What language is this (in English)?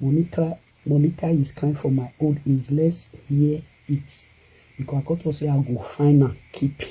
Nigerian Pidgin